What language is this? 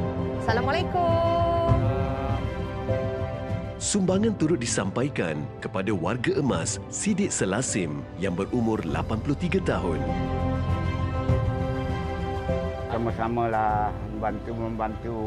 Malay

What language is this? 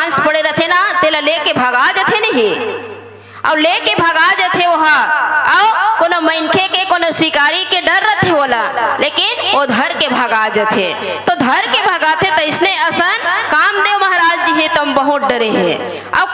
Chhattisgarhi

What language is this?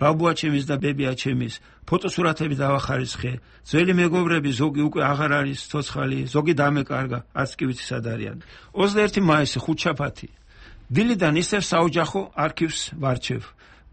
Georgian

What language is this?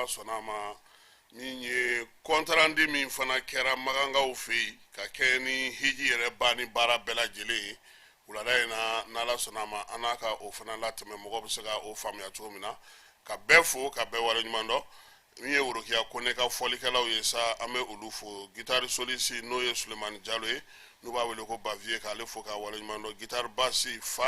Bambara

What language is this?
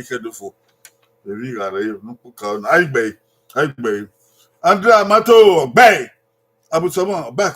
Bini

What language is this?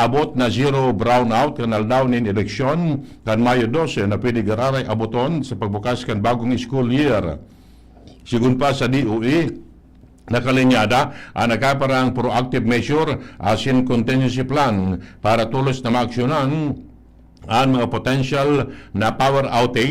Bikol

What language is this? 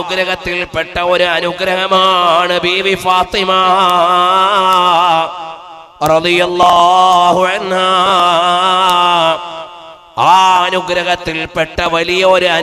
Malayalam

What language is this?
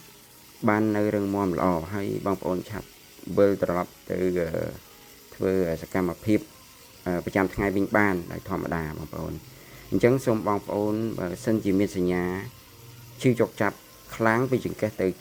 Khmer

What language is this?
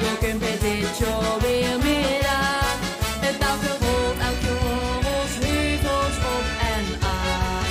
Limburgish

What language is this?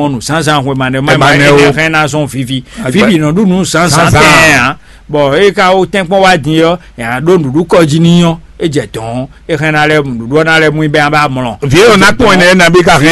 Fon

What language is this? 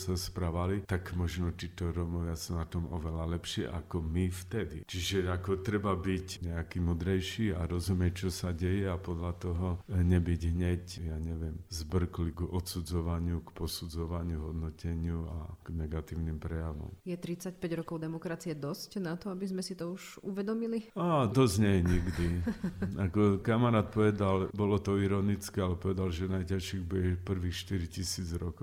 Slovak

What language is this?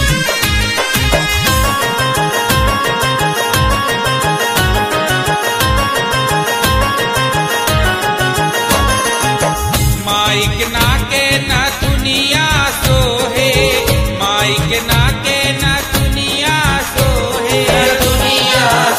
Bhojpuri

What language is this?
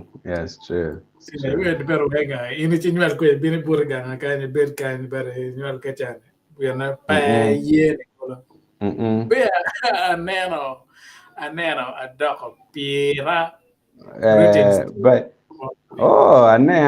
Acoli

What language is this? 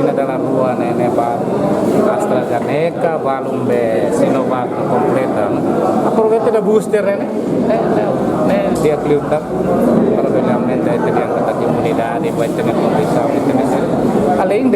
Tetum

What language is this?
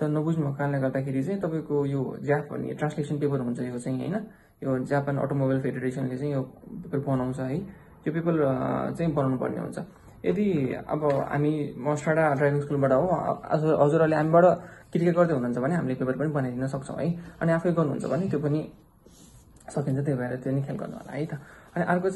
Nepali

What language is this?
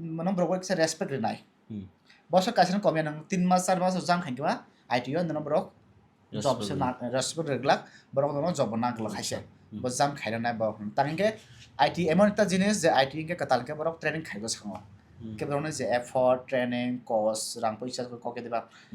Kok Borok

